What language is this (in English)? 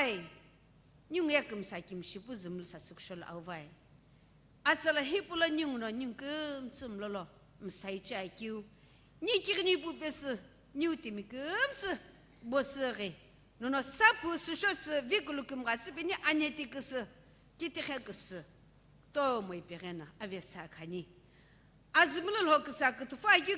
Sumi Naga